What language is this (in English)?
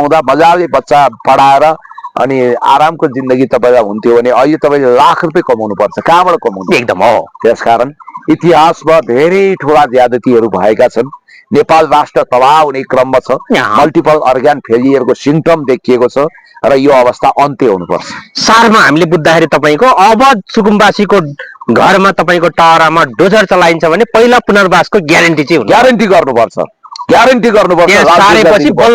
Nepali